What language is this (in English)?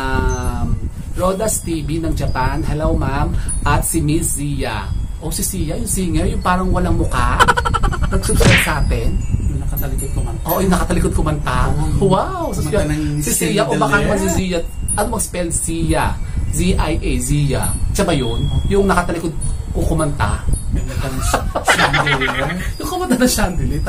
Filipino